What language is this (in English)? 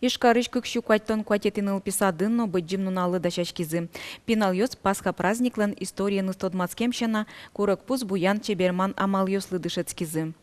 Udmurt